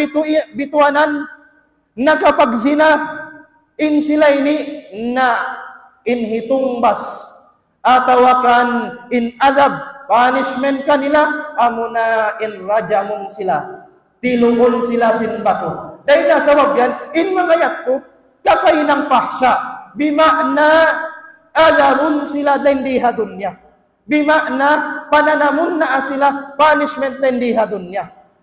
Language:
Tausug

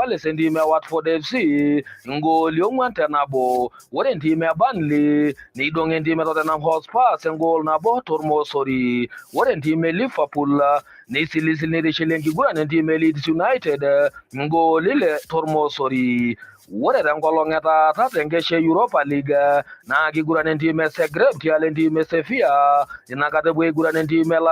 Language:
Masai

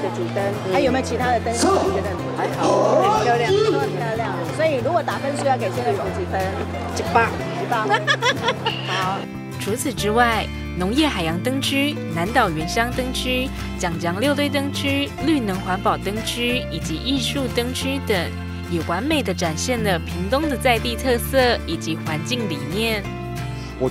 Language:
Chinese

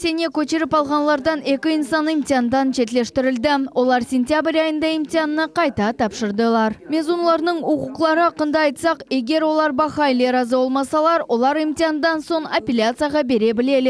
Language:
Crimean Tatar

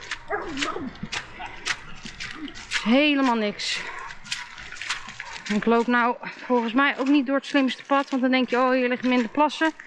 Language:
Dutch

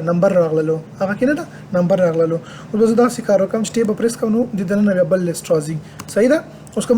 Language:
Pashto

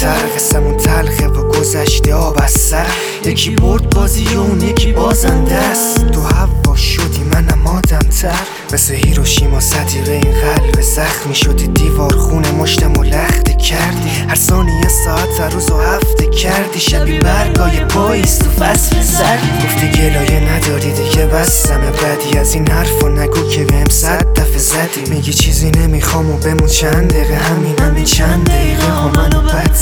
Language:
Persian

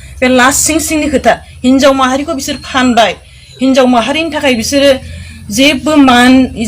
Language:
Bodo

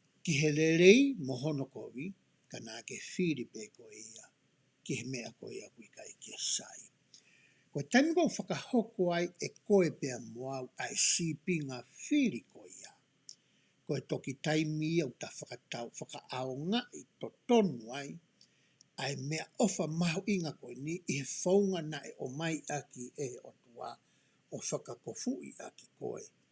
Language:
Tongan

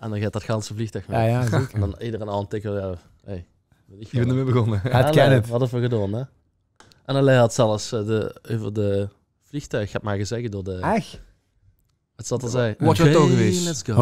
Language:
Limburgish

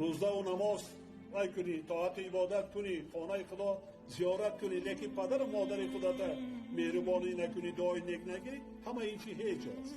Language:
Tajik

